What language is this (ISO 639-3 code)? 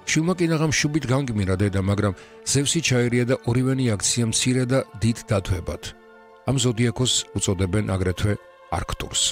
kat